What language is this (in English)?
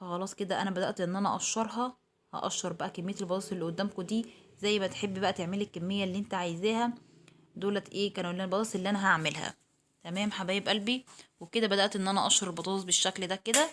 Egyptian Arabic